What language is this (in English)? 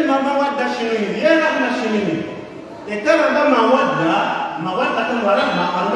Swahili